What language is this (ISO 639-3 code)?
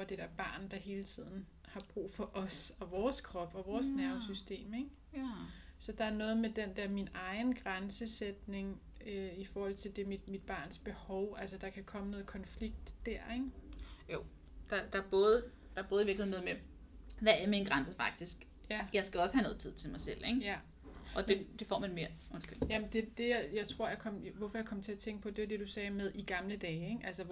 dan